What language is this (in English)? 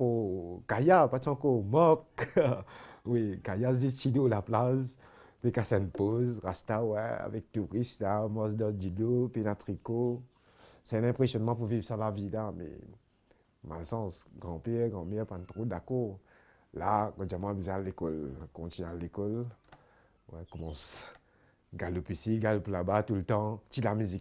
Morisyen